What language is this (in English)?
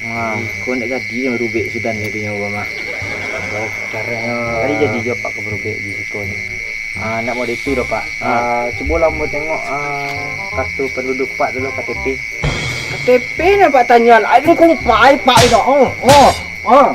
Minangkabau